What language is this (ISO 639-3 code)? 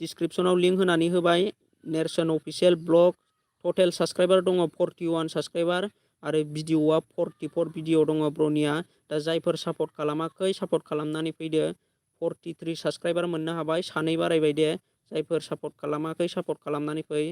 brx